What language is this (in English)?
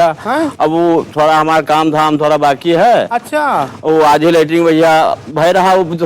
Awadhi